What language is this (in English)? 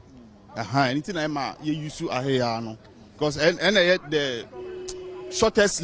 Akan